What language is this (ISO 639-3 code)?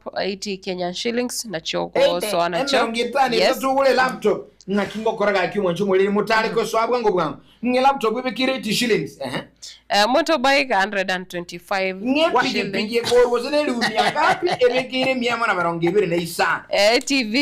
guz